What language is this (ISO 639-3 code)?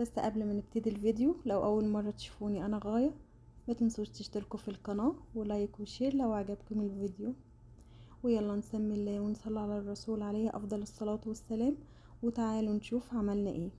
arz